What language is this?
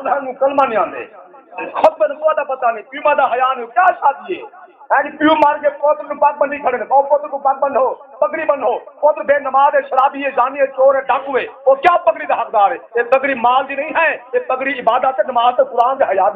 Saraiki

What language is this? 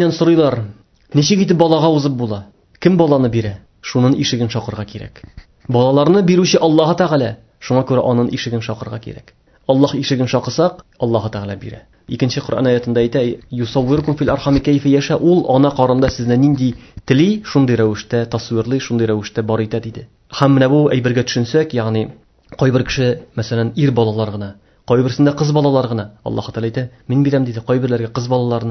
Tatar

